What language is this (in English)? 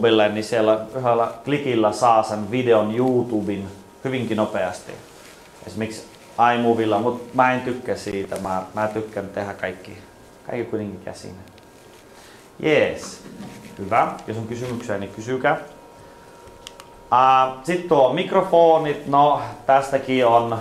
Finnish